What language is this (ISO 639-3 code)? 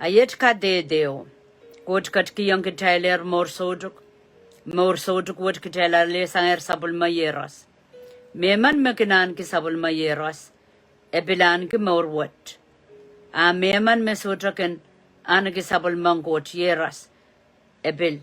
pon